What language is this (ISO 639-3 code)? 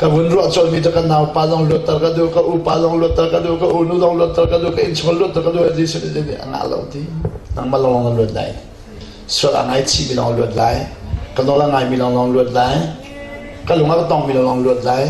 cnh